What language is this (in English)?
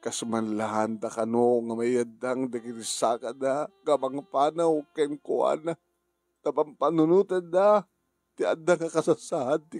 Iloko